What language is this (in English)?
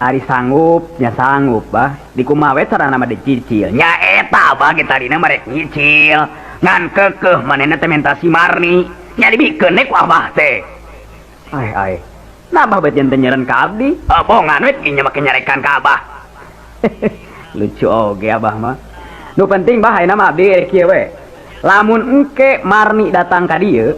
Sundanese